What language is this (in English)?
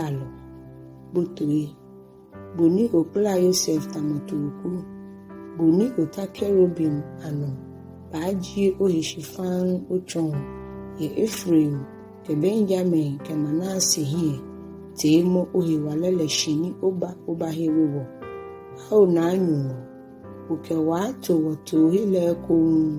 Ga